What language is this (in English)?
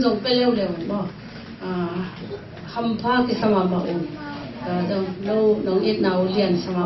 Tedim Chin